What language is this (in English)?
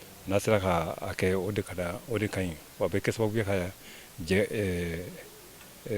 Bambara